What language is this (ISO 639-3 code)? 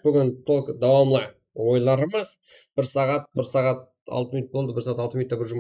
kaa